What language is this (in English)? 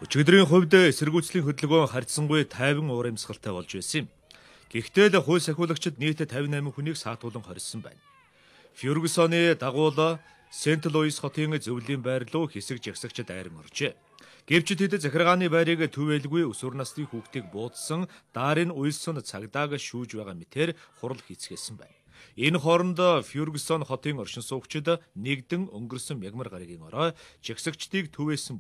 Mongolian